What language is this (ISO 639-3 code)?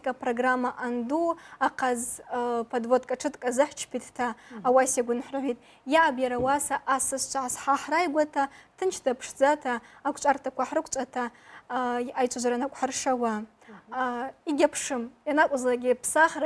abk